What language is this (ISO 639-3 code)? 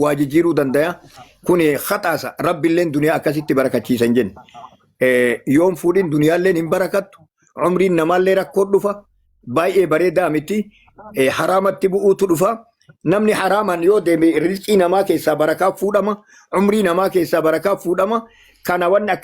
orm